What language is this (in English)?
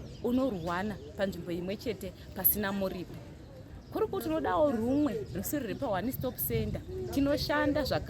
Shona